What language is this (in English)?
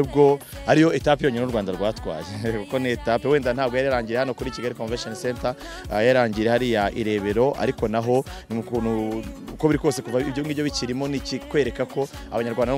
Kinyarwanda